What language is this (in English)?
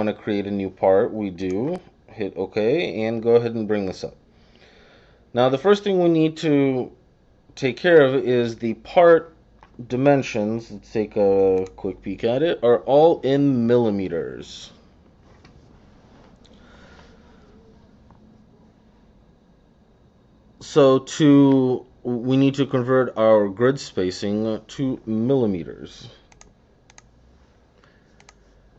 English